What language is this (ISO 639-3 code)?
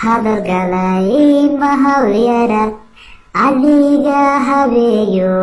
som